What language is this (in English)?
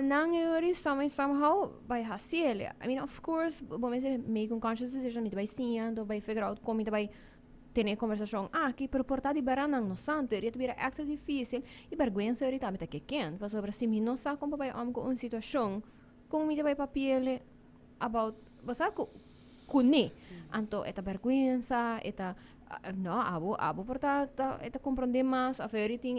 Papiamento